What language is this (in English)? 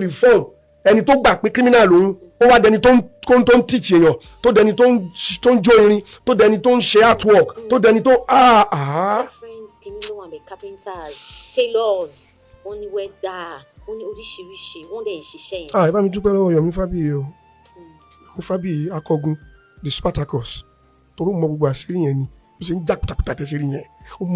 Yoruba